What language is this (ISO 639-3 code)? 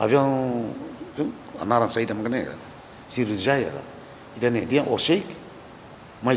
tet